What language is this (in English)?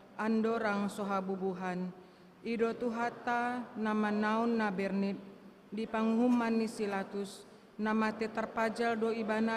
Batak Toba